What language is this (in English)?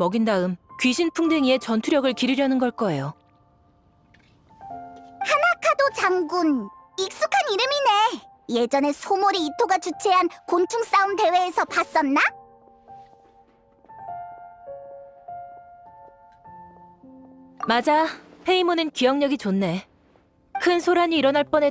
Korean